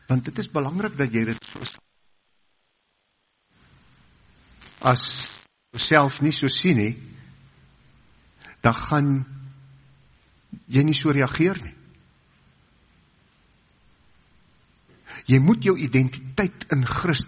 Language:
Afrikaans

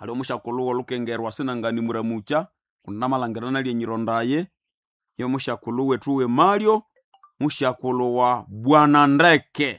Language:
Nande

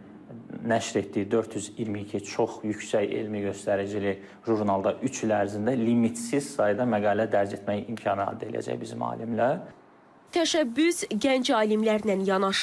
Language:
Azerbaijani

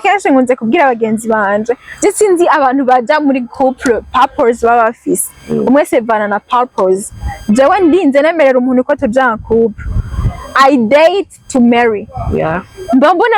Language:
Rundi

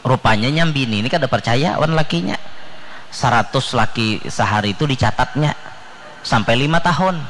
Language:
Banjar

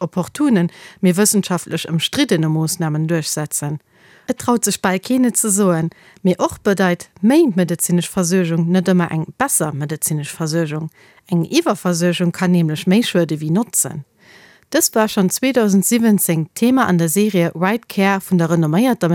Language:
Luxembourgish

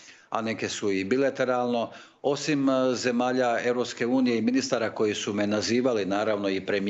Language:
Croatian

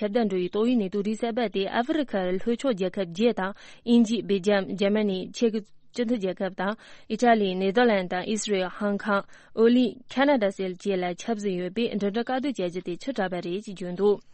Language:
Tibetan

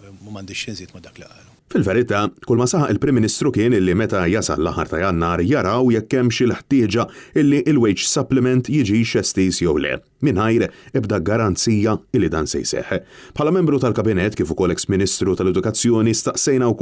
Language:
Maltese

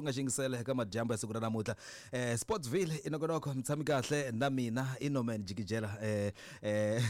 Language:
Tsonga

